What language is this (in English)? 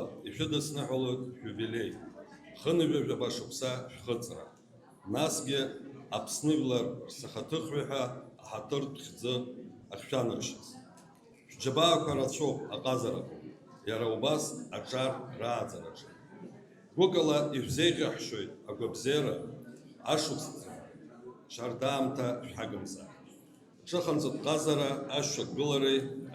Abkhazian